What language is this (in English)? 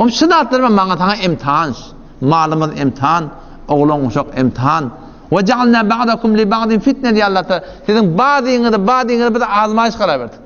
Turkmen